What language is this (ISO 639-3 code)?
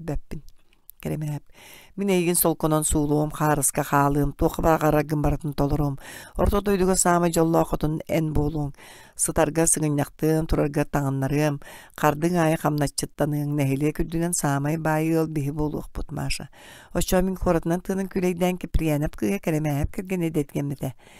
sah